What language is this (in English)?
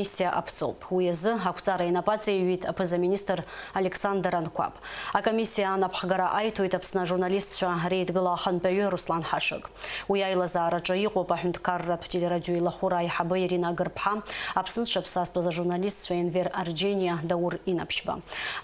Abkhazian